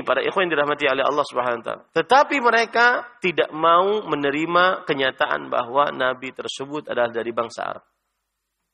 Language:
Indonesian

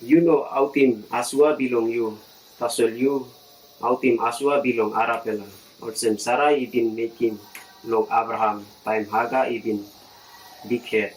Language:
Tok Pisin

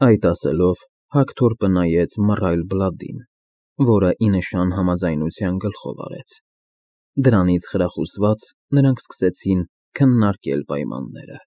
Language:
Armenian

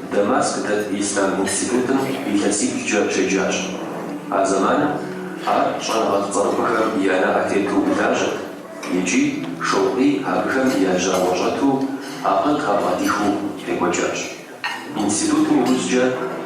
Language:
Kabardian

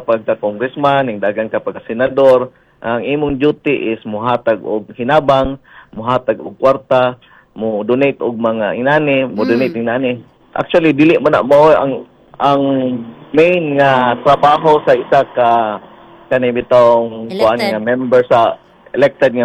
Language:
Cebuano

